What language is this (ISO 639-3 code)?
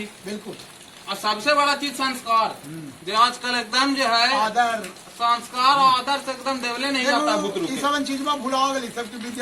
mag